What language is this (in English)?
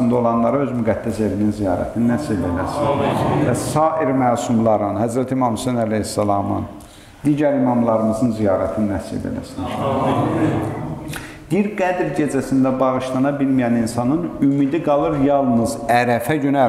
Azerbaijani